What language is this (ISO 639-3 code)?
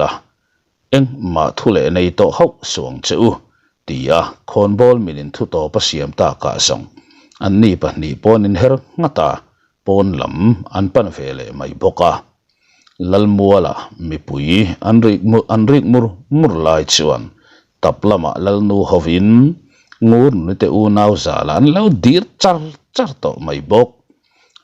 lus